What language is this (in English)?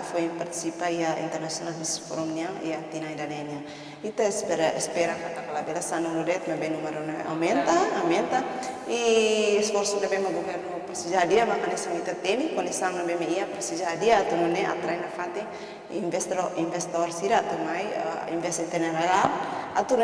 Tetum